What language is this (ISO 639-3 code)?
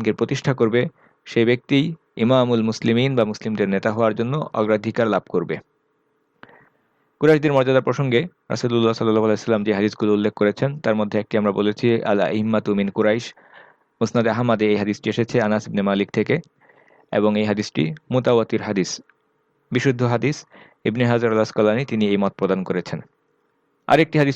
ben